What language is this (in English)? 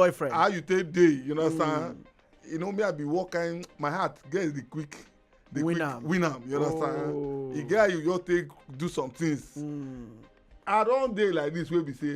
Nigerian Pidgin